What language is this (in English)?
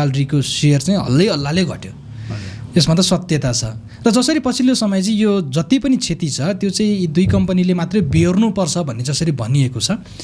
Nepali